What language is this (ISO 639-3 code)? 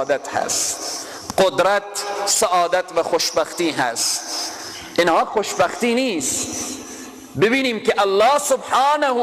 fas